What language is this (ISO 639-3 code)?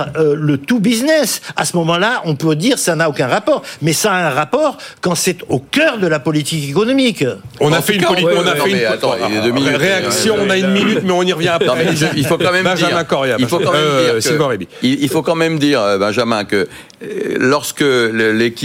fra